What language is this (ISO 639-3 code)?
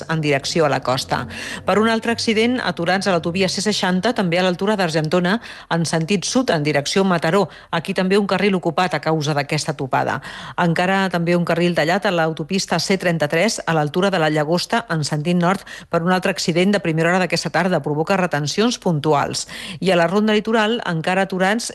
cat